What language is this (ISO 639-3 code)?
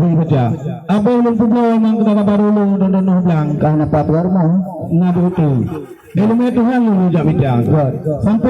ace